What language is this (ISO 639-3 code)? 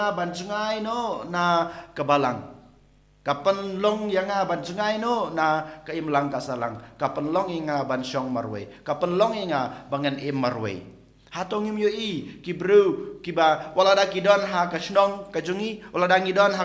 kha